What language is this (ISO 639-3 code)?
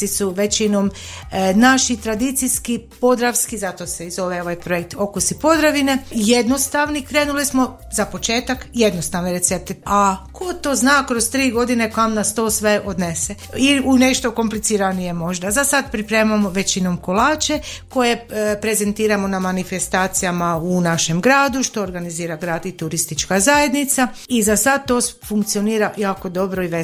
hrv